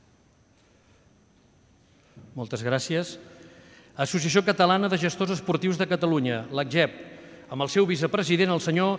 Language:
Catalan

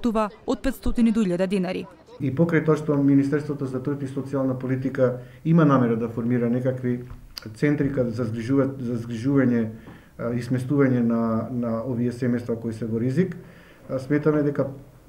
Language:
Macedonian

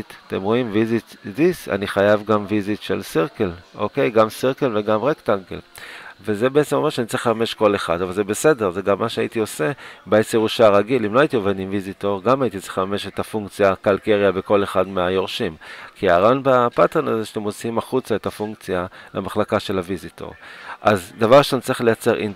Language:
Hebrew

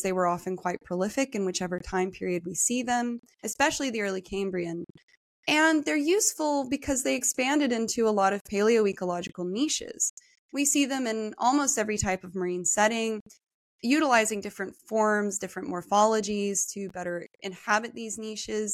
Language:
English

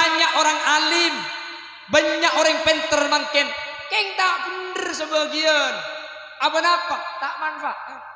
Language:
Madurese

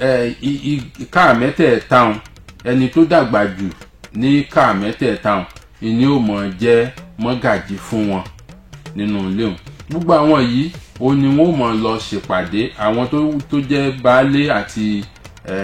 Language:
Yoruba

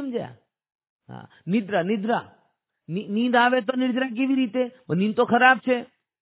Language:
Gujarati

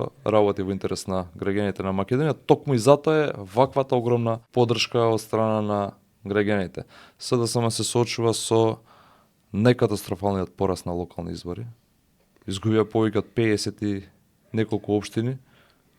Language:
Macedonian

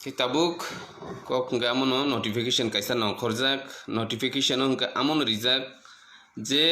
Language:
Kok Borok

